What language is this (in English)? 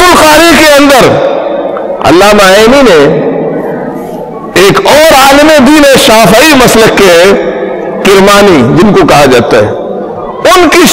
Urdu